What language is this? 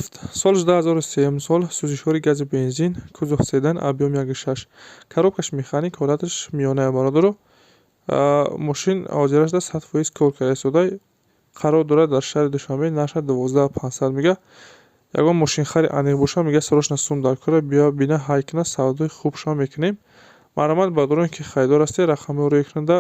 Tajik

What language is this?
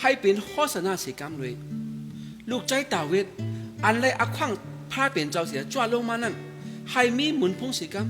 Shan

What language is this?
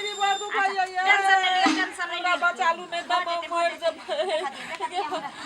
Maithili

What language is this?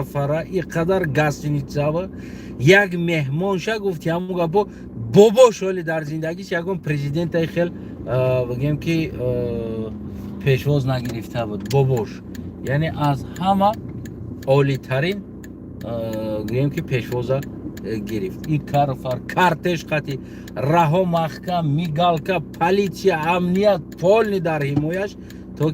Tajik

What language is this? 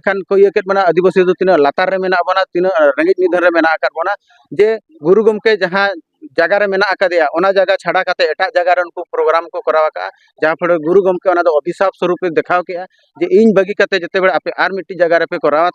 Santali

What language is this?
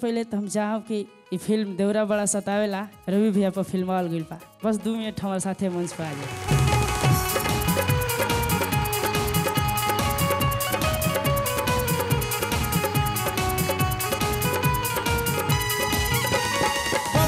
Bhojpuri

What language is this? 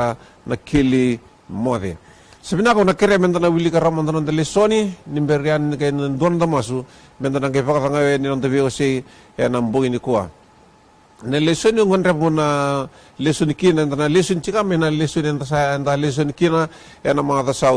Fijian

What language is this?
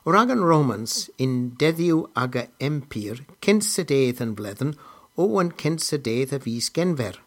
Cornish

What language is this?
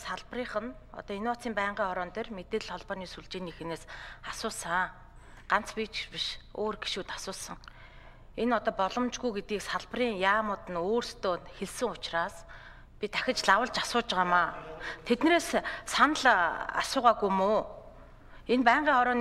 Mongolian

